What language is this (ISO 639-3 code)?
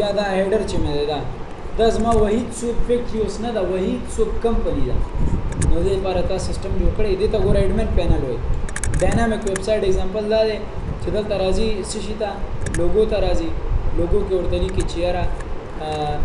pus